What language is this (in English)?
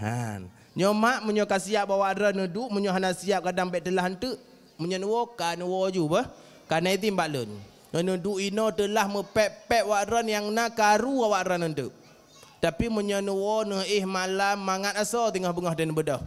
Achinese